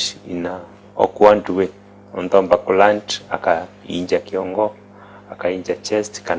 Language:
Meru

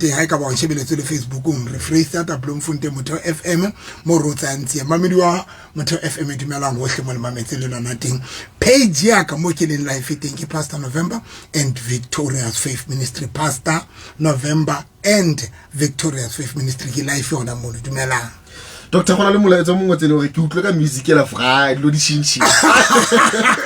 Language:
Southern Sotho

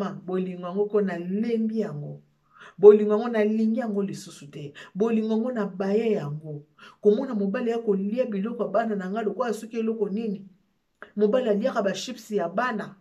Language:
Lingala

